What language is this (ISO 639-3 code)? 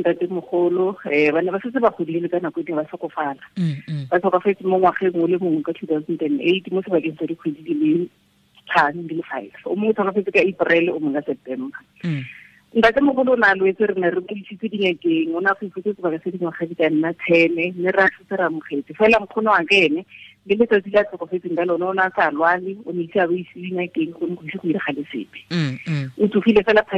tsn